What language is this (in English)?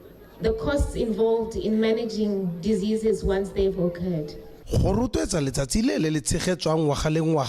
Tswana